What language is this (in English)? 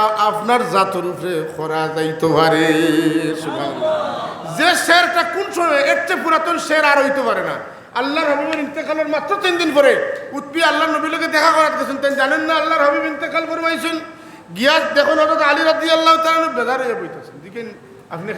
Sylheti